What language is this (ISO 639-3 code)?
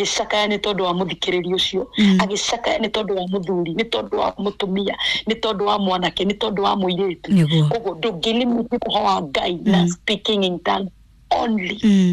kik